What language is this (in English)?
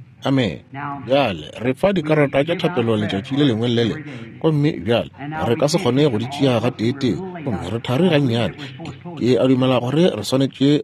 Northern Sotho